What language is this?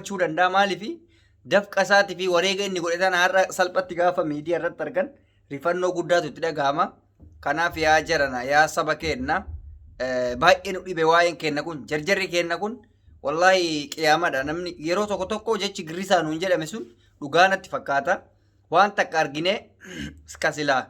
Oromo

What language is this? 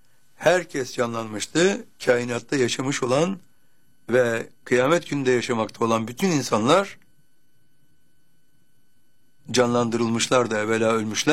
Turkish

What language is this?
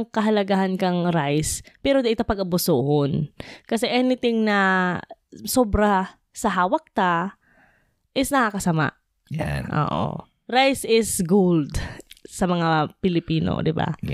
Bikol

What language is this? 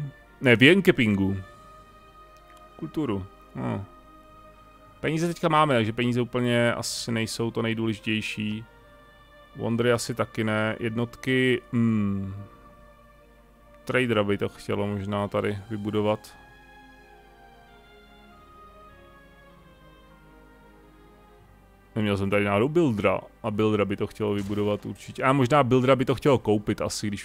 Czech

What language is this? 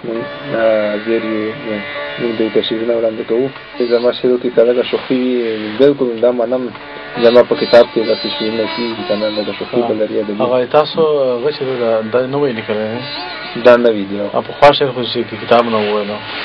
Pashto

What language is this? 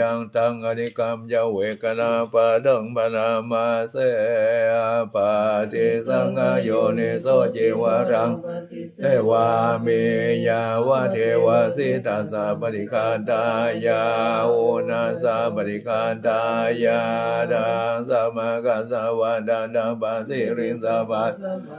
Pali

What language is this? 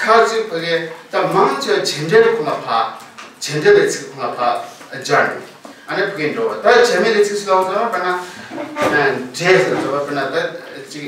Tibetan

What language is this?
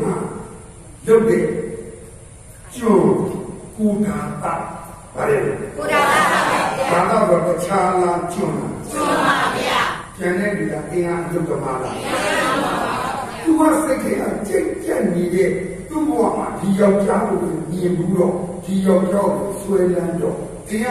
Burmese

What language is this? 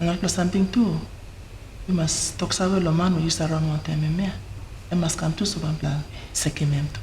Tok Pisin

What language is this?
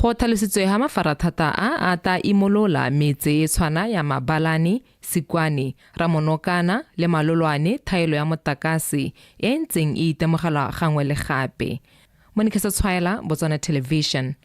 Tswana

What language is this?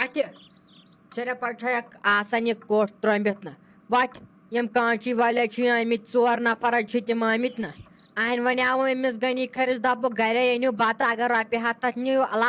Kashmiri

